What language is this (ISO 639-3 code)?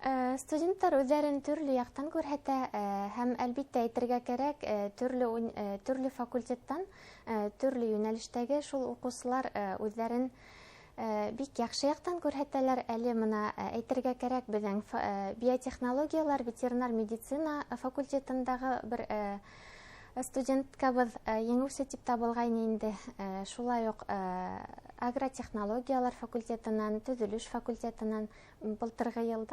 bak